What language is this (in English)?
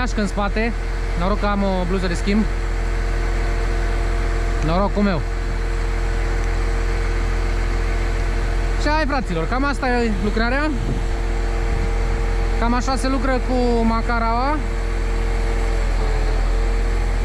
Romanian